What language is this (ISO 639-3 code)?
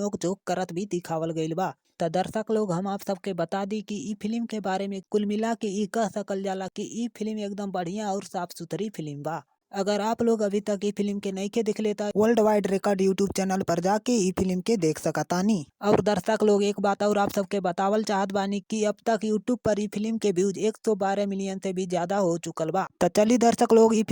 bho